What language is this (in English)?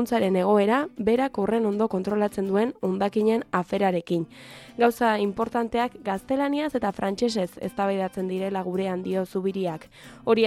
Basque